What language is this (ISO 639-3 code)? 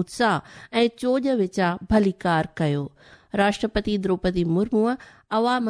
snd